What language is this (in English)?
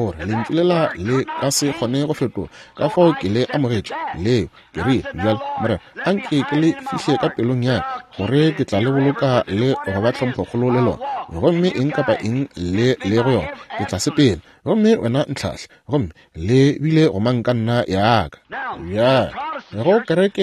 Northern Sotho